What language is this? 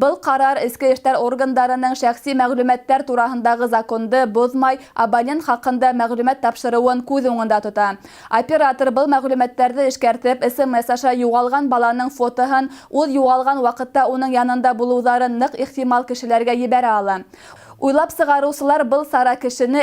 Bashkir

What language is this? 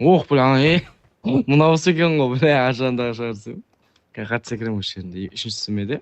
Kara-Kalpak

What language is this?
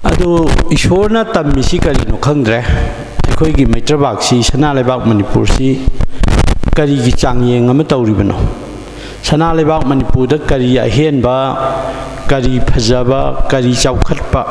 Manipuri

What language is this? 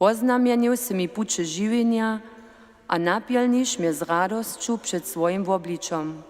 Upper Sorbian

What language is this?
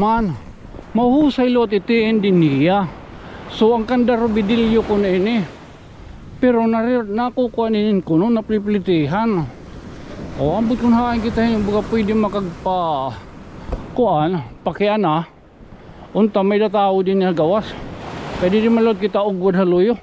Waray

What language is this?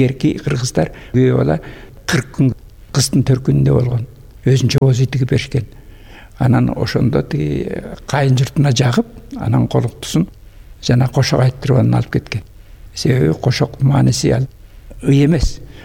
Kyrgyz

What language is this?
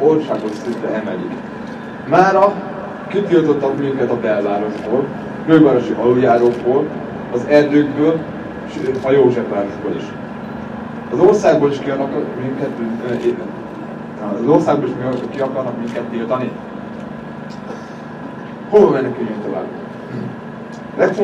Hungarian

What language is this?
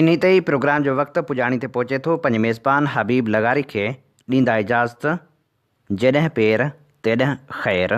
Sindhi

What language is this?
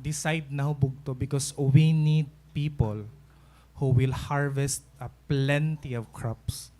Waray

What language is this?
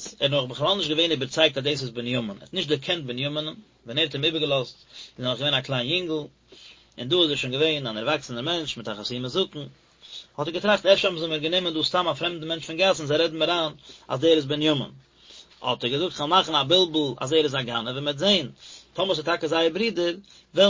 Yiddish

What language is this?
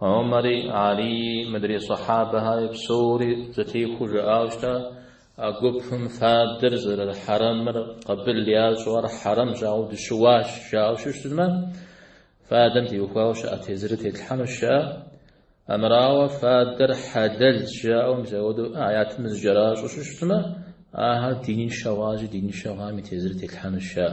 Kabardian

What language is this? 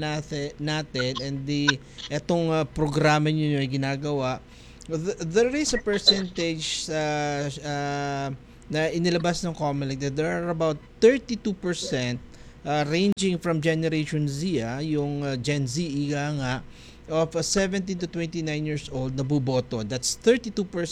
Filipino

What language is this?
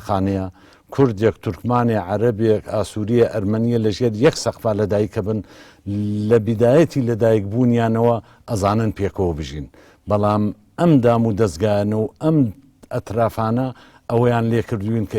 Central Kurdish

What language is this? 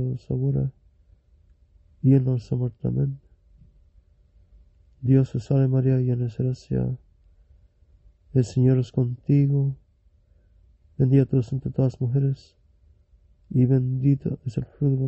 Spanish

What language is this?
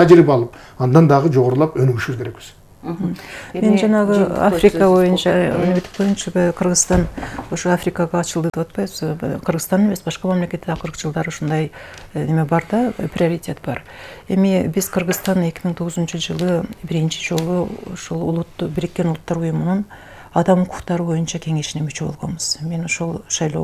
Kyrgyz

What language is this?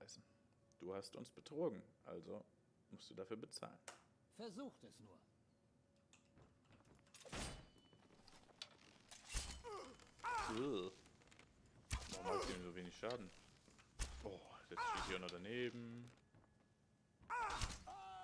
German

